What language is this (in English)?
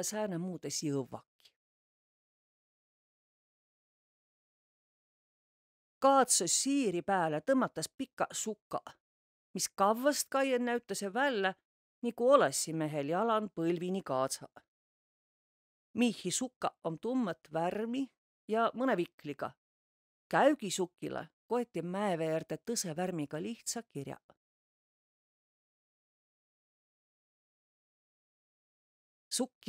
Võro